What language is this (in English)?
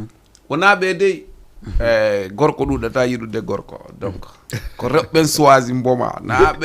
Fula